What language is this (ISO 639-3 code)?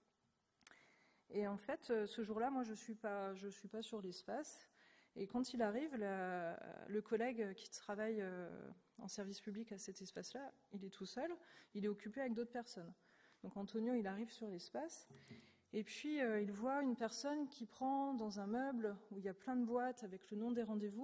fra